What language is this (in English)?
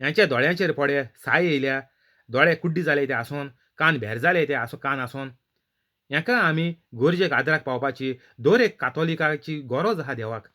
Konkani